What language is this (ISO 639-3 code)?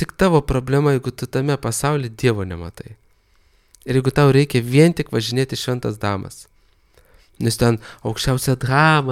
lit